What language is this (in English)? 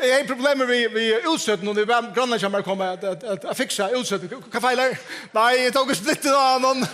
Faroese